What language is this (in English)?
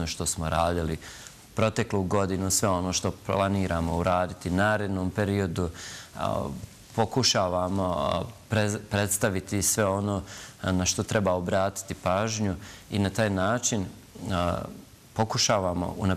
Bosnian